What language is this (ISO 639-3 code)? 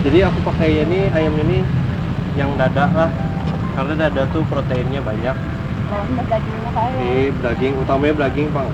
bjn